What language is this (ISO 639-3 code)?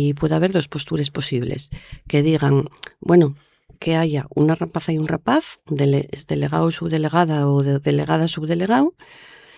ast